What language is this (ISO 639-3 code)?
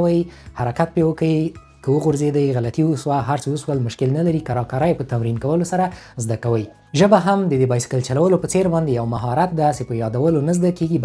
pus